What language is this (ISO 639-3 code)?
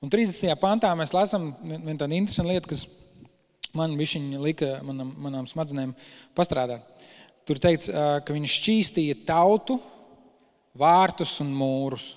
lav